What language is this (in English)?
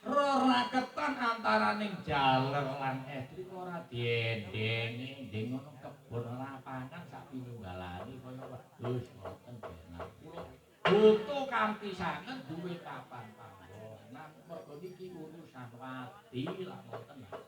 Javanese